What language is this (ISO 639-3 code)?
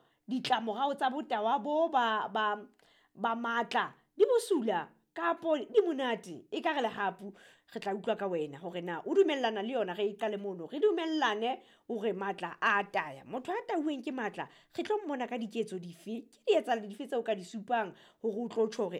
sot